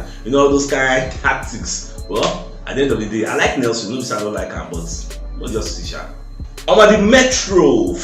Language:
Nigerian Pidgin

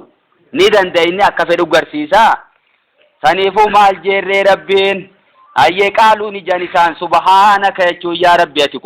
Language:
Oromo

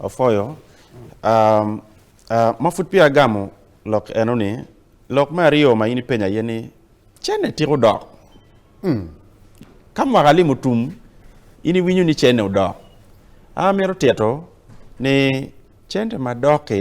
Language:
Acoli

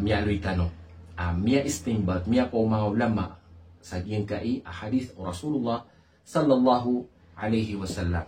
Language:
Maranao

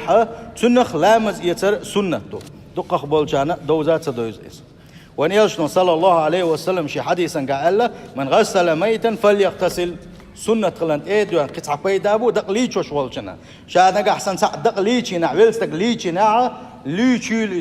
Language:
Chechen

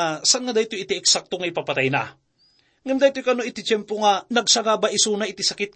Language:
Iloko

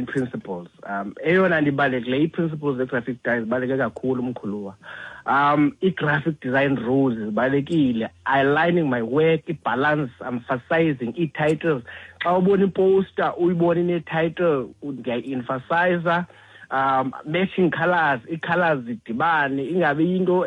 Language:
Xhosa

